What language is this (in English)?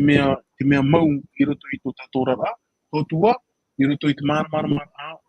Tahitian